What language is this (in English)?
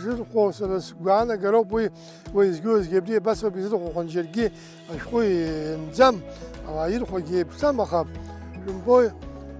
Abkhazian